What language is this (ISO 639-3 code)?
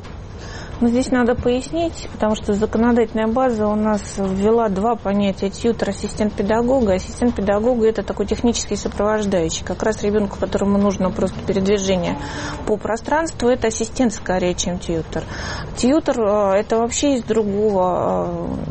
rus